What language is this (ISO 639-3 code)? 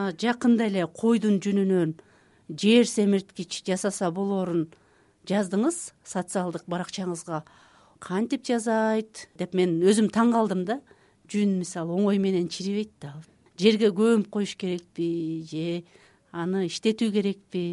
kir